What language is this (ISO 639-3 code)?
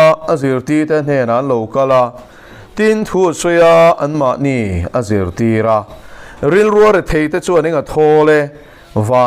lus